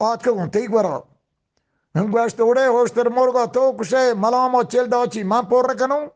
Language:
Eastern Balochi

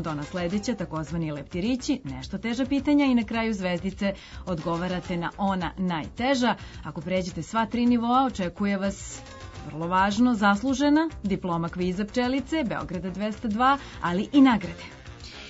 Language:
Serbian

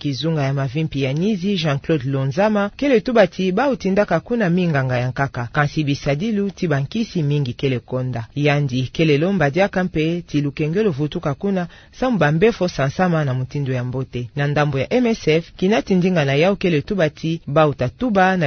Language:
Kituba (Democratic Republic of Congo)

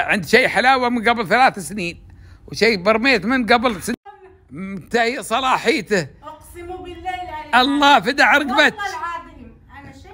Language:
Gulf Arabic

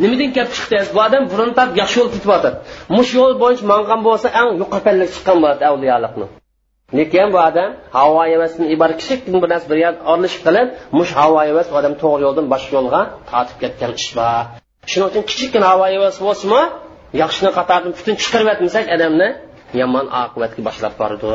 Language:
Uyghur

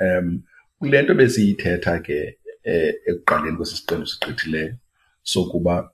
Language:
Xhosa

